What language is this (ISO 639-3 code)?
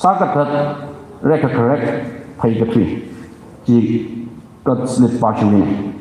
nmf